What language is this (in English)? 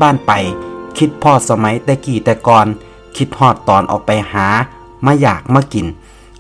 Northeastern Thai